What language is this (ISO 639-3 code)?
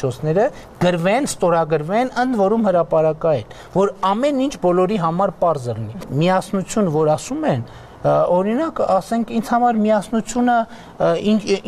hye